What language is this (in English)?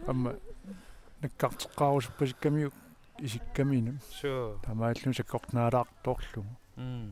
Kalaallisut